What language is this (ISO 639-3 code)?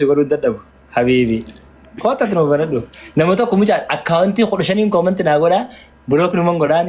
orm